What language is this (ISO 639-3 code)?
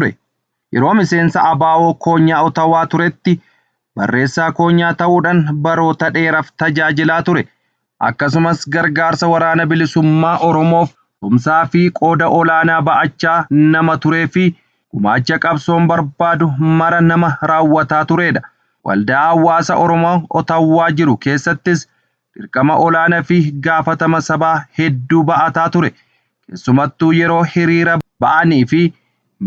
orm